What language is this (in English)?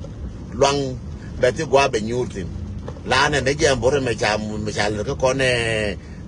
Nuer